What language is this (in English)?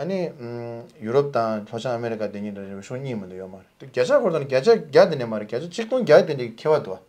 Tibetan